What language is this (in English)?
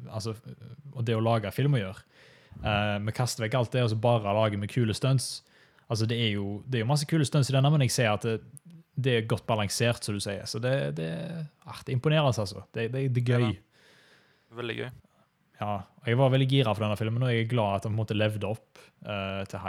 Norwegian